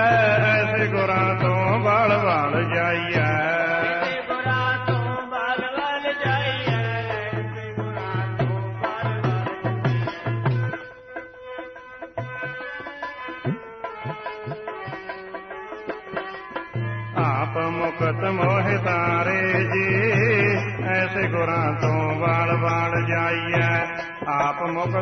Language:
Punjabi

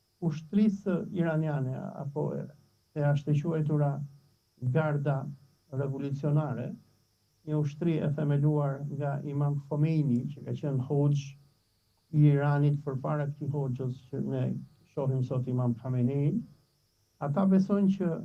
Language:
Albanian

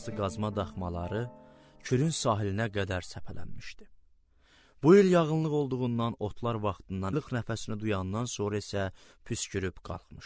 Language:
Azerbaijani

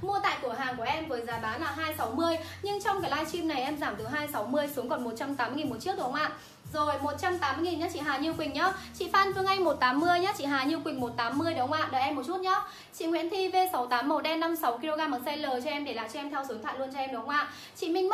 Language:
Vietnamese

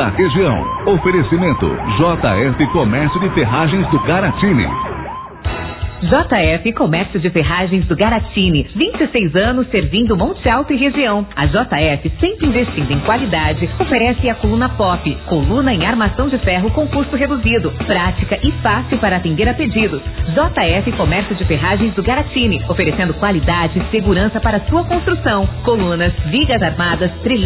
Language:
Portuguese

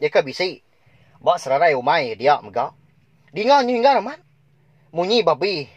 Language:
Iban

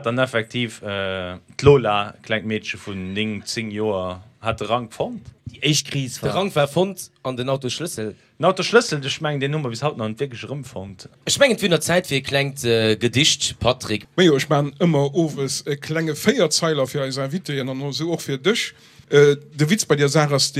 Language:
Luxembourgish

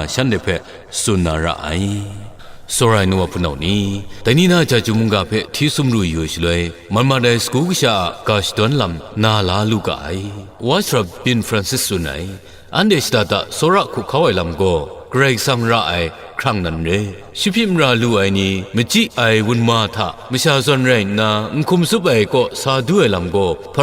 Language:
Kachin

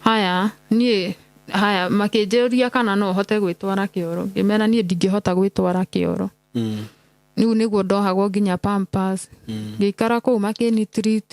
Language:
Kikuyu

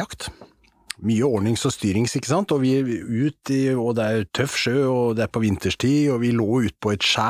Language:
Norwegian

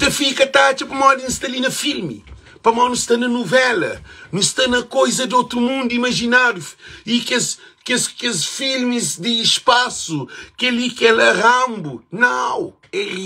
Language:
Kabuverdianu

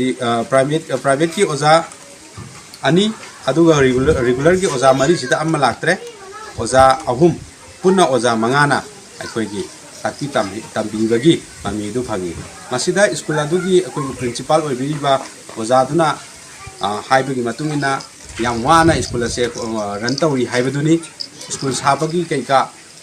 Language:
Manipuri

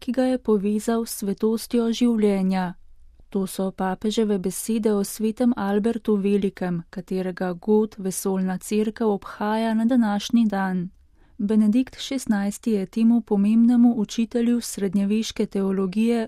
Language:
Slovenian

